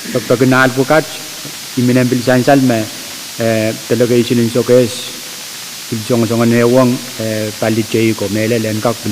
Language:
Pohnpeian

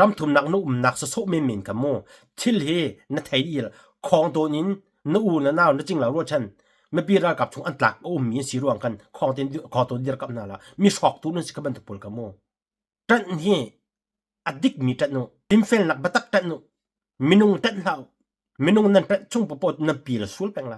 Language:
Hakha Chin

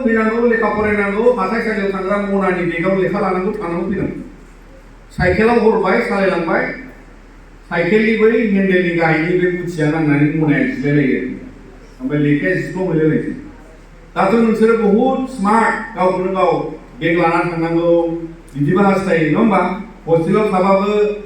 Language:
Bodo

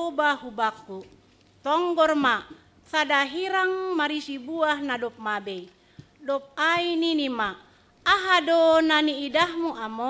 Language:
Batak Simalungun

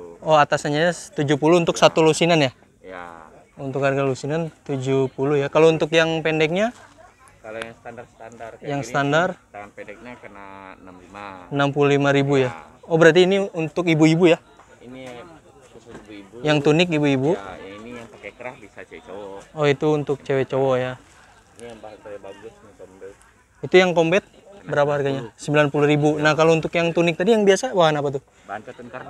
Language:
Indonesian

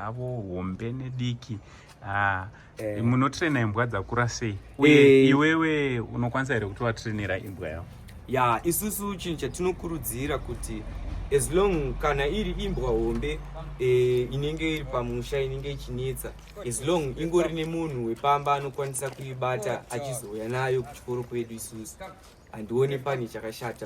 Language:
Shona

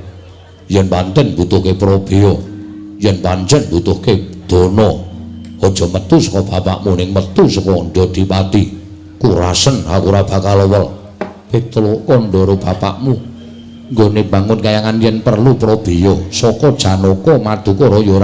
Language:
Javanese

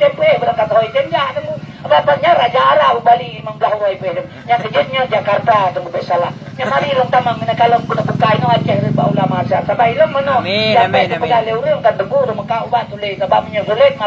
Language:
Achinese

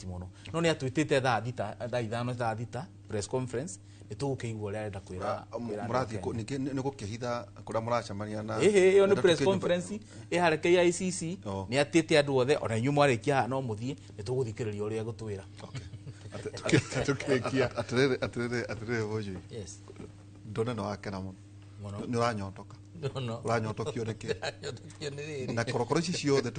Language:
Kikuyu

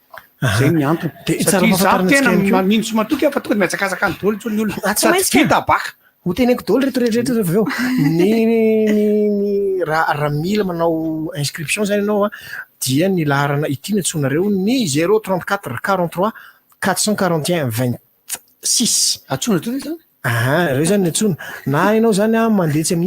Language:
Malagasy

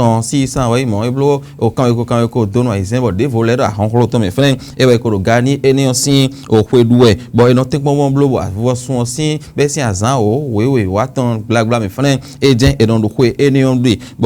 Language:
Fon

